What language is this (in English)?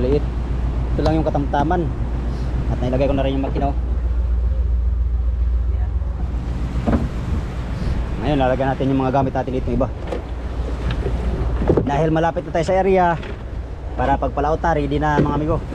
Filipino